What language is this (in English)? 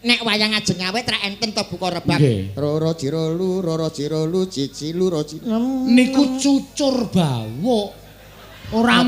Javanese